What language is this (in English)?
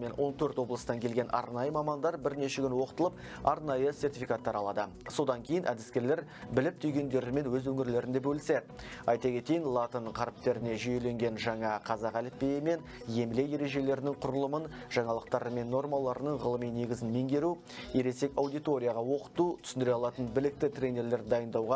Kazakh